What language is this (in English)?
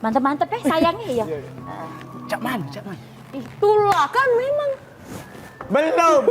Musi